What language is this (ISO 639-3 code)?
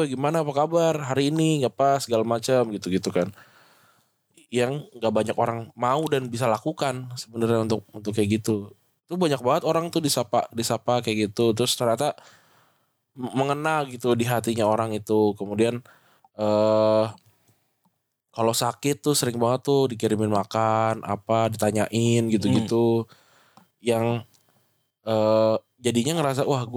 ind